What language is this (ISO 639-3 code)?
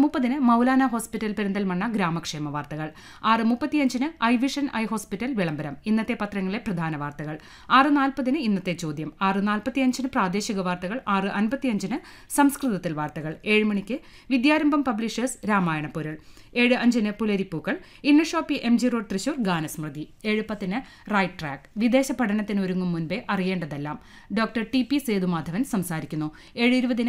mal